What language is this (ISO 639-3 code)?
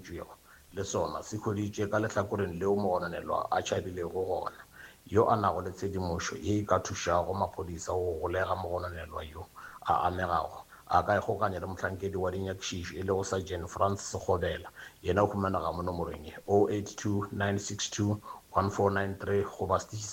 nso